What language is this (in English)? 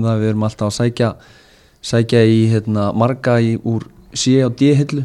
Icelandic